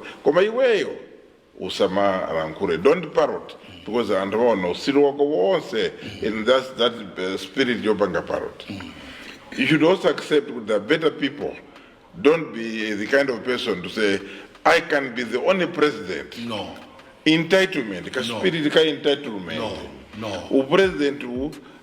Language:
Nyanja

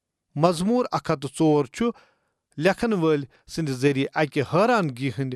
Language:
Kashmiri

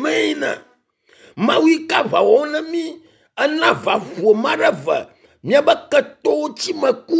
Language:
Ewe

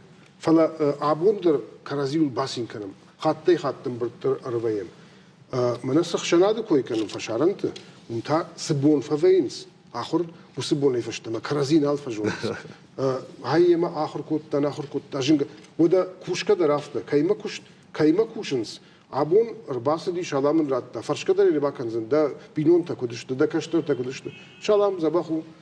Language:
Ossetic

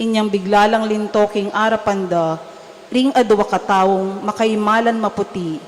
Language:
Pampanga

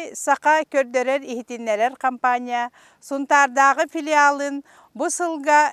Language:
Yakut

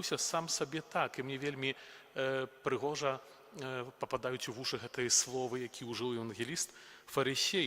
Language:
Belarusian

